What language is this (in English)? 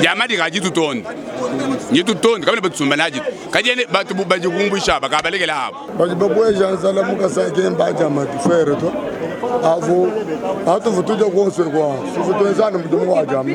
Luba-Lulua